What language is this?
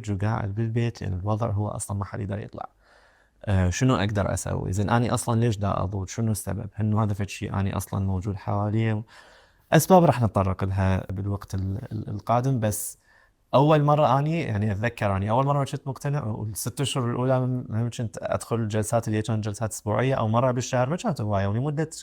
Mesopotamian Arabic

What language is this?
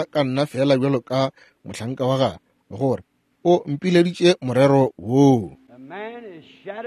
Northern Sotho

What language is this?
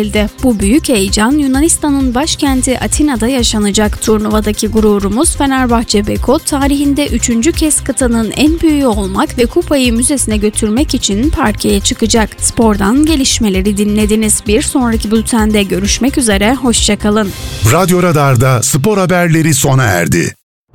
Turkish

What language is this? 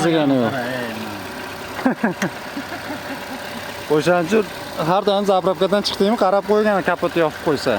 Uzbek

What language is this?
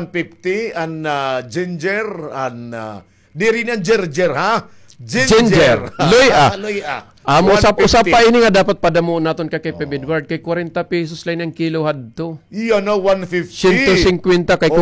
Waray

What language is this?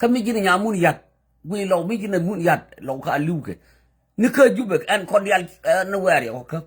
Nuer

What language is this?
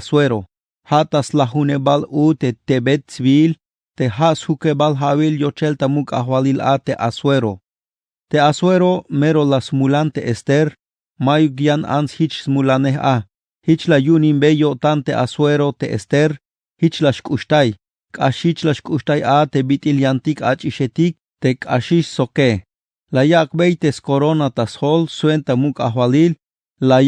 Tzeltal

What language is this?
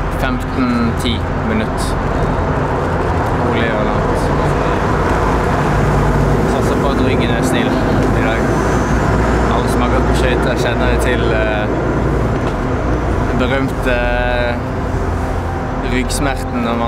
Norwegian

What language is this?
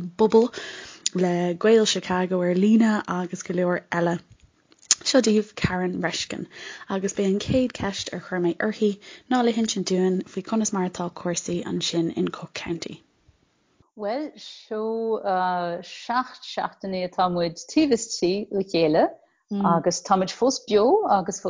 Irish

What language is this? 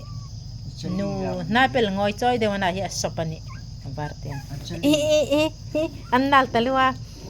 Hmar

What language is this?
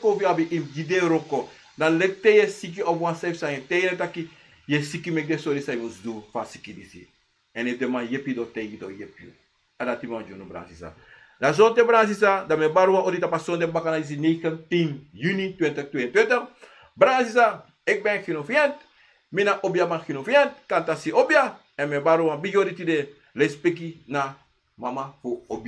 Sranan Tongo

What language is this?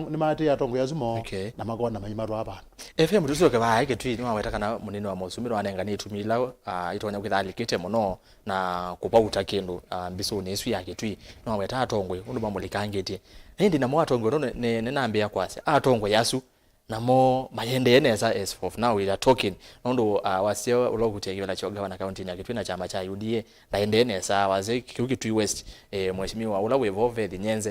Kamba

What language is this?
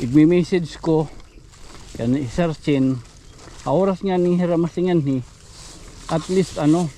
Waray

